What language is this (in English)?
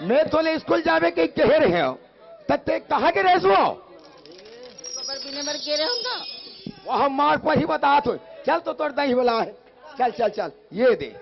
Chhattisgarhi